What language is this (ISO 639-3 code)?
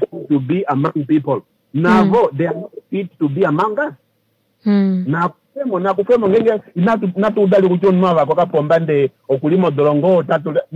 kua